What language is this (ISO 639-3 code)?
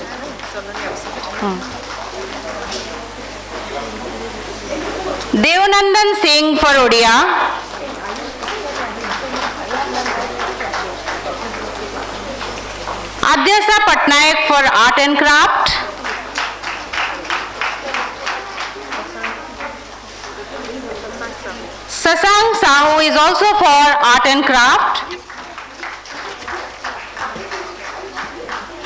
eng